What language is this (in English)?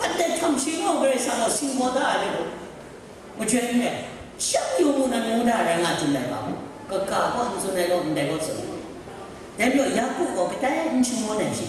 Kachin